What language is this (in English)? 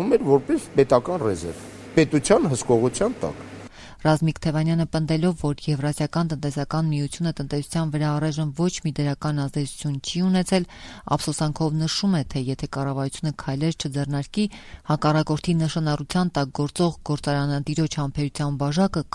Armenian